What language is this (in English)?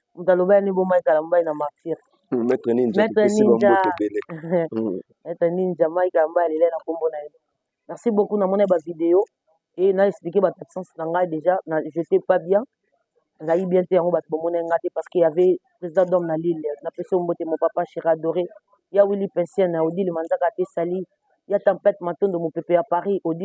Lingala